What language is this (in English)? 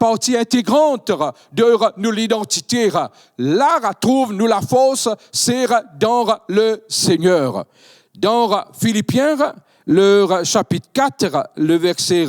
Morisyen